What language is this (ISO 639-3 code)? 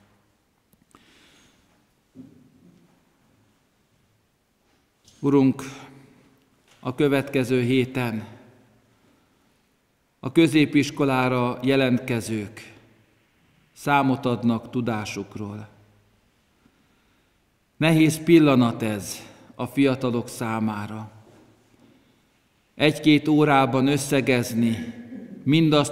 hun